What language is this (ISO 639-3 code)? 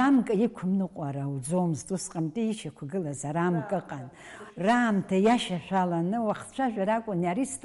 abk